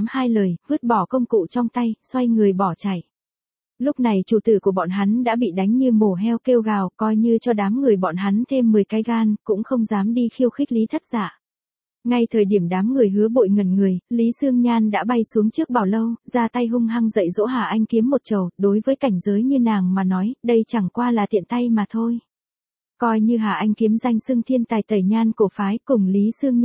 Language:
Vietnamese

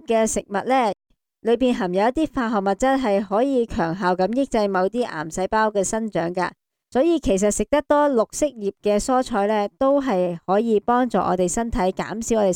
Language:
Cantonese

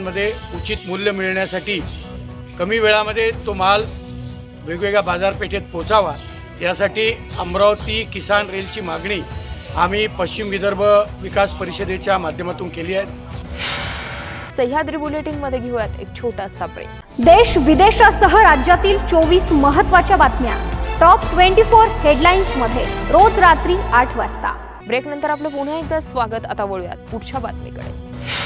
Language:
Marathi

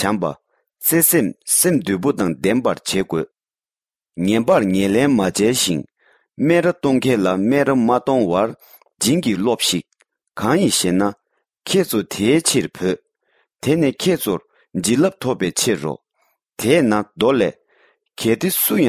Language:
Tibetan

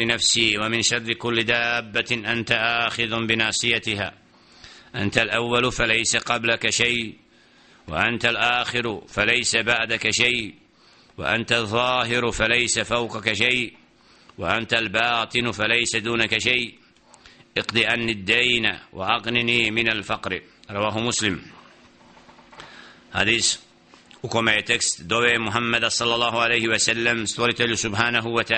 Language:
Bosnian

